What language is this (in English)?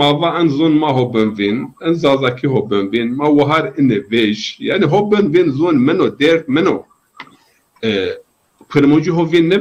Zaza